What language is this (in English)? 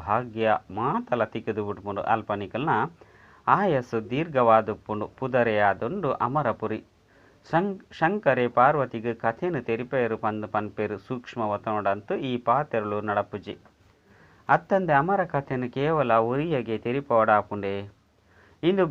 Tulu